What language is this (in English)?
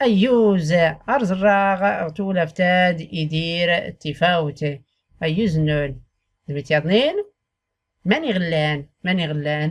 Tachelhit